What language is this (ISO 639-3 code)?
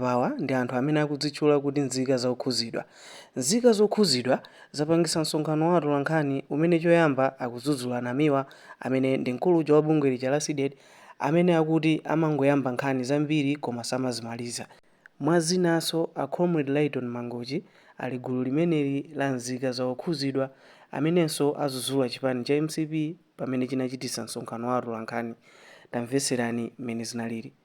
nya